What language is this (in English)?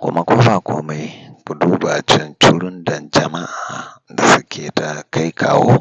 Hausa